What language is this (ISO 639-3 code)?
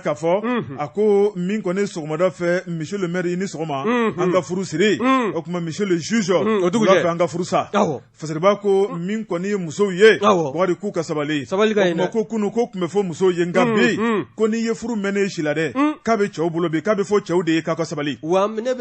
bam